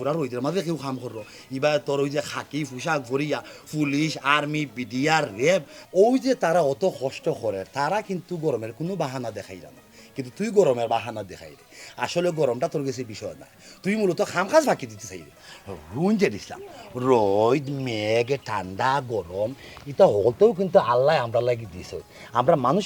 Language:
Sylheti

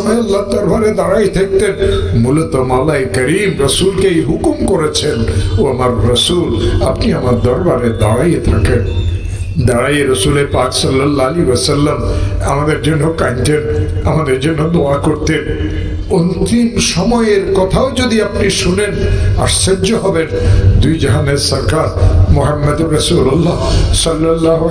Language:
Bangla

